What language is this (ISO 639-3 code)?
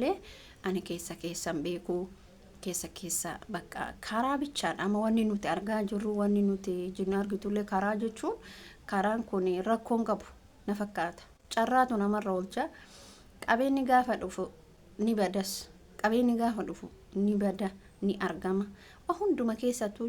orm